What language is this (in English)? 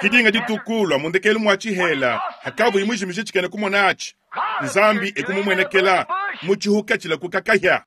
Luba-Lulua